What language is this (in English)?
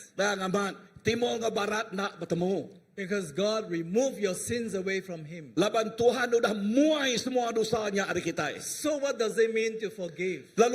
Iban